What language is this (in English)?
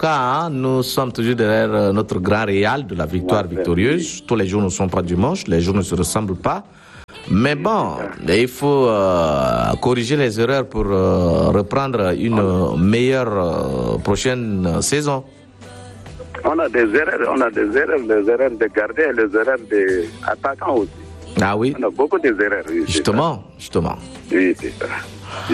French